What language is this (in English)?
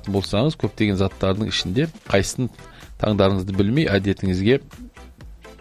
Kazakh